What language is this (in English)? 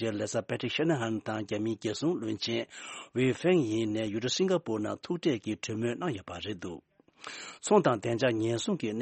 Tibetan